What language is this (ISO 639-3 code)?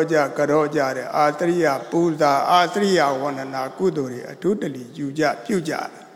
mya